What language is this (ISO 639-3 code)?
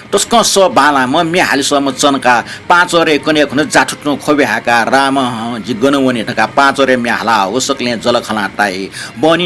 new